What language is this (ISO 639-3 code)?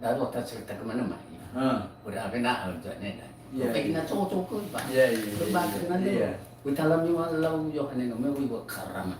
nia